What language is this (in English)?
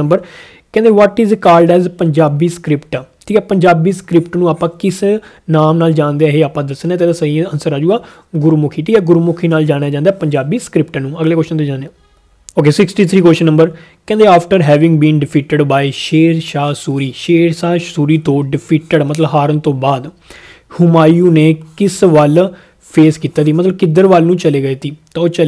Punjabi